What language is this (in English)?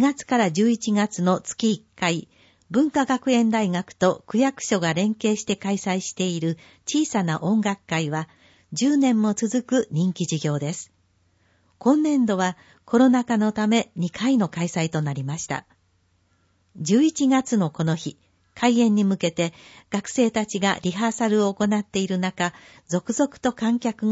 Japanese